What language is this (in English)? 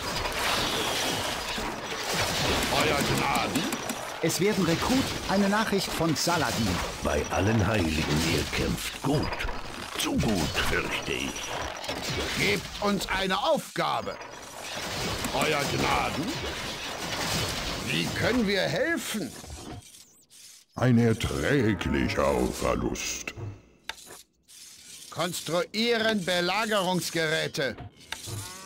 German